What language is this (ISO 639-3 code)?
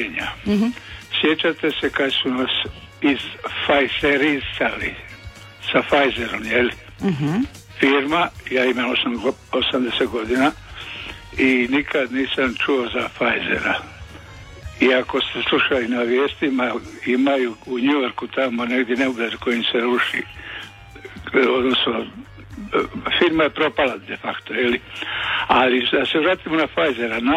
hrv